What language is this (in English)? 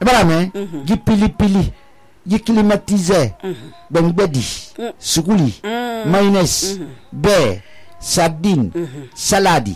Susu